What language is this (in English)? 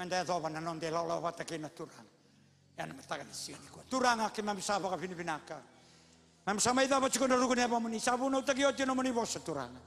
Fijian